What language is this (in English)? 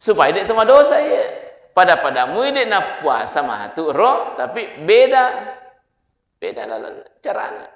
Buginese